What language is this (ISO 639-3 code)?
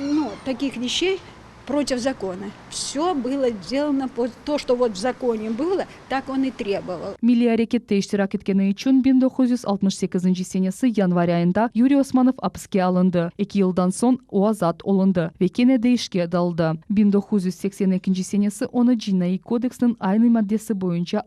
crh